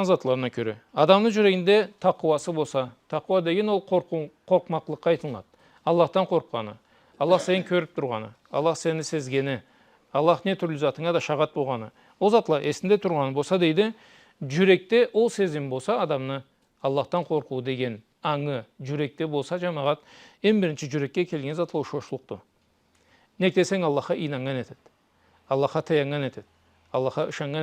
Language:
Karachay-Balkar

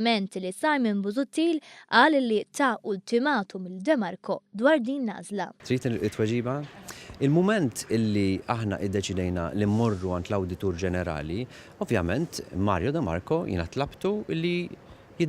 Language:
Maltese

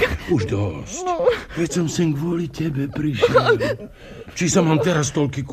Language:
Slovak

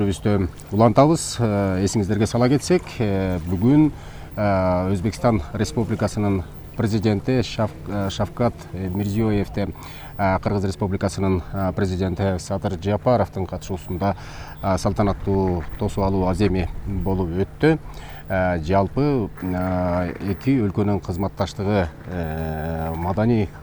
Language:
Kyrgyz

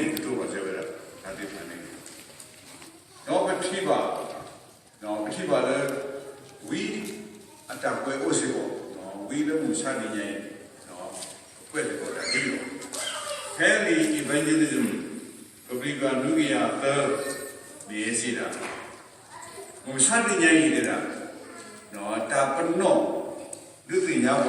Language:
S'gaw Karen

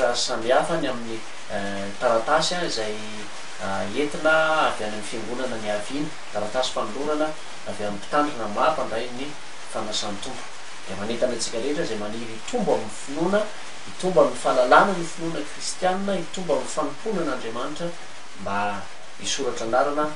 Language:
Malagasy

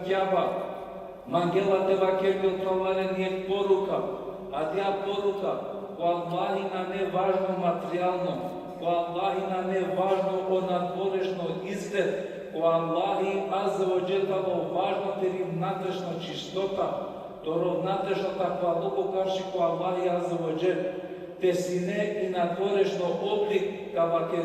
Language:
Balkan Romani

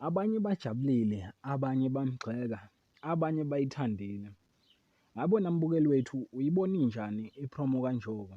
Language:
Zulu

